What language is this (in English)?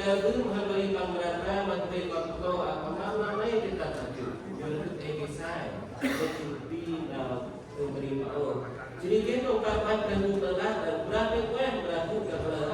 Central Mnong